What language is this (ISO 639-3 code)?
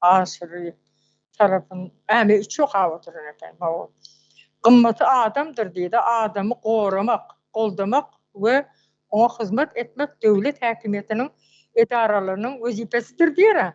tuk